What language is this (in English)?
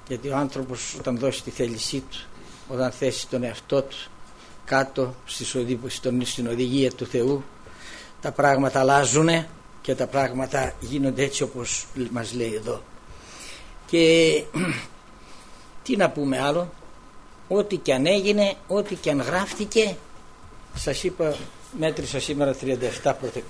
Greek